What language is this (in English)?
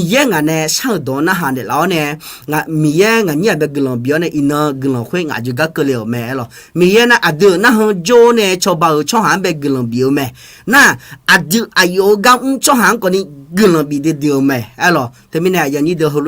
Akha